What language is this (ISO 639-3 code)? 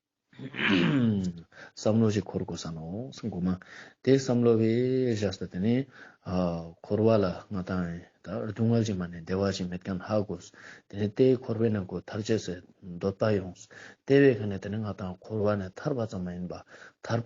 lbj